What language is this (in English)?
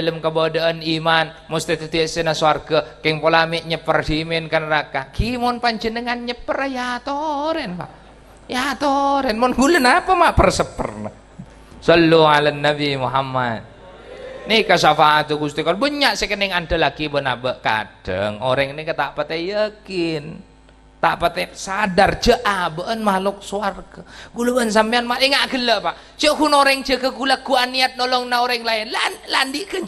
Madurese